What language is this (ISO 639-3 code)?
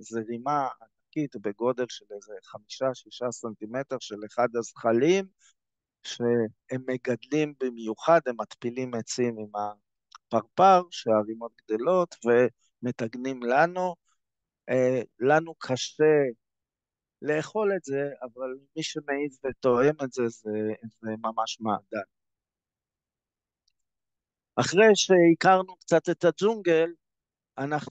heb